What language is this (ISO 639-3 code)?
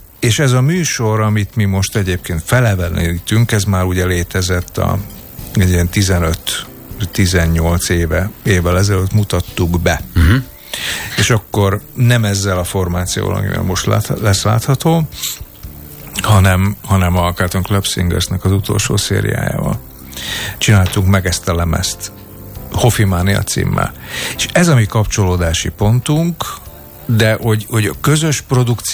hun